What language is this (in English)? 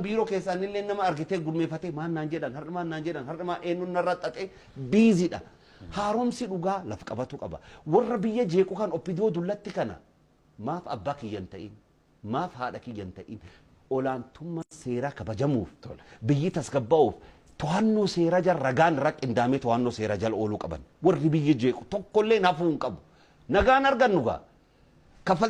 Oromo